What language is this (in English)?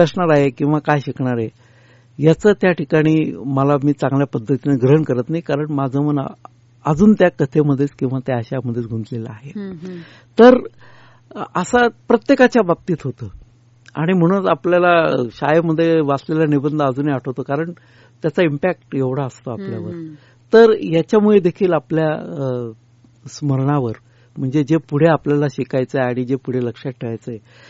Marathi